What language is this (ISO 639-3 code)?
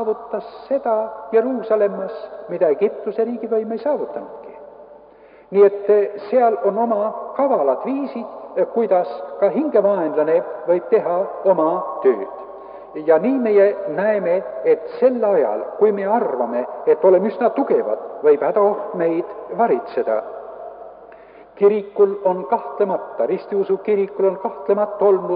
est